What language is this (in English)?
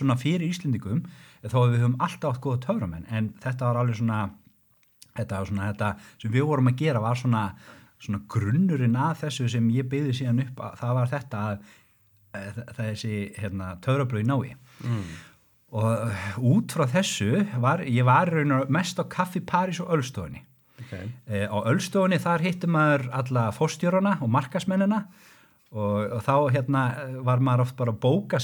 Icelandic